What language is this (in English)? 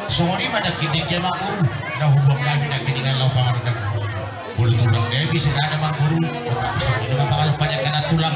Batak Toba